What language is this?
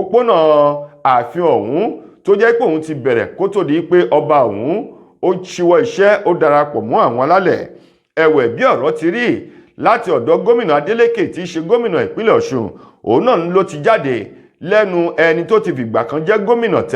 Yoruba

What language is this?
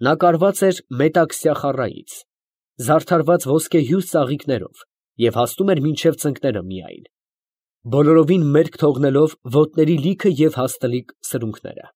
Armenian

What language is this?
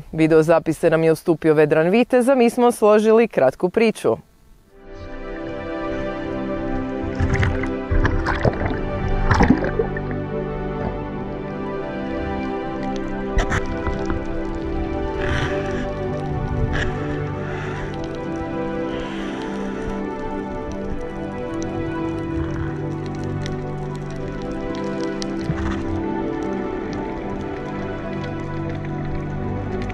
Croatian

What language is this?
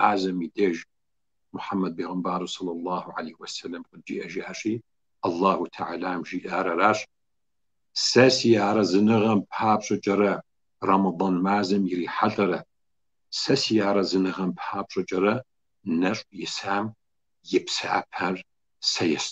Kabardian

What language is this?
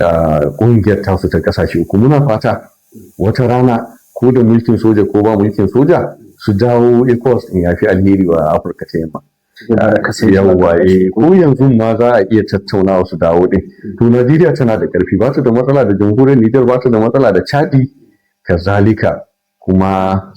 Hausa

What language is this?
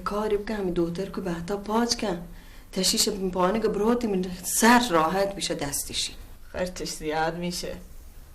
Baluchi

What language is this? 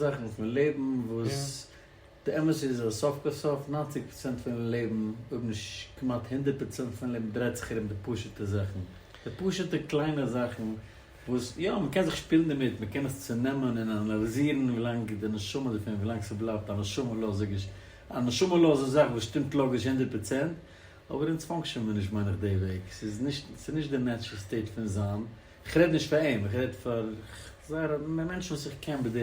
Yiddish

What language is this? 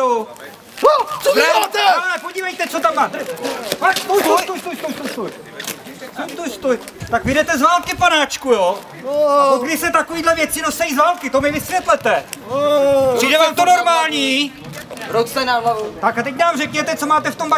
Czech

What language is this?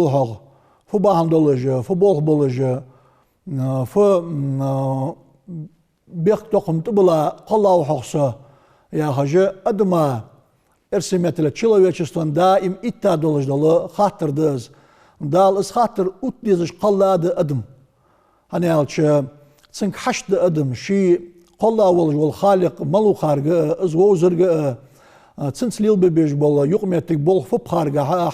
Ingush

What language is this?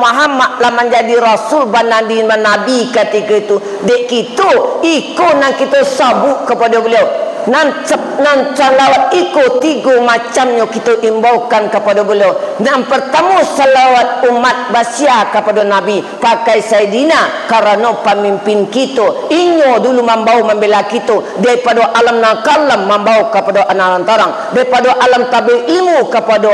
Minangkabau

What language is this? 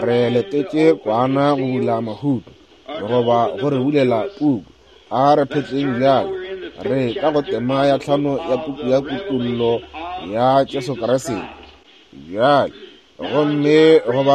Northern Sotho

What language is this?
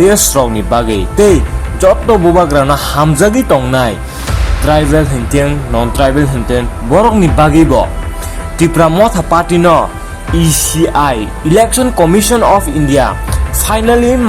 Kok Borok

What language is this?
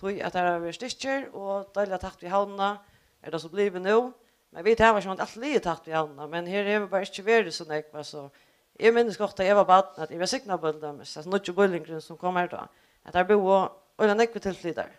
Faroese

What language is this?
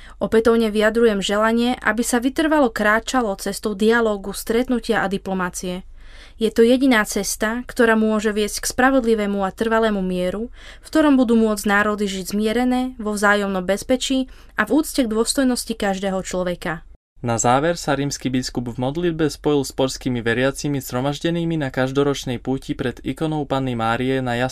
Slovak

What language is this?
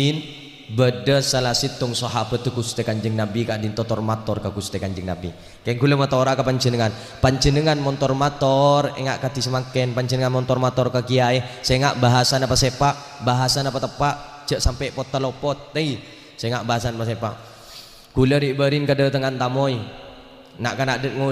Madurese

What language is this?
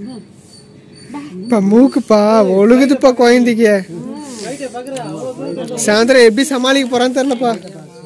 Tamil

